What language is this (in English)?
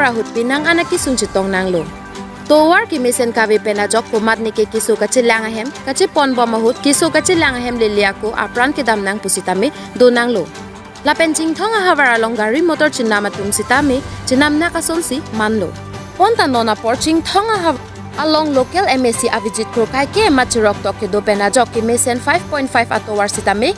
Karbi